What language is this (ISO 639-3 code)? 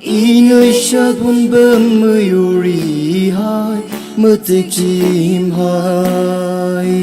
nmf